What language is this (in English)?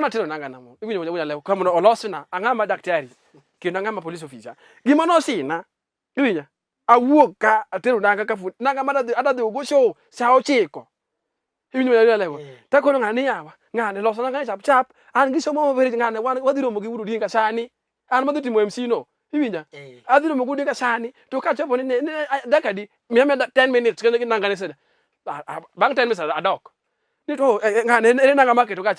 Luo (Kenya and Tanzania)